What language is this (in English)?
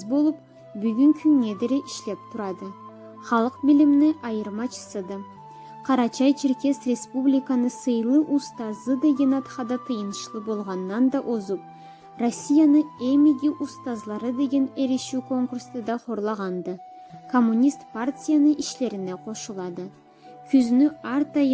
Karachay-Balkar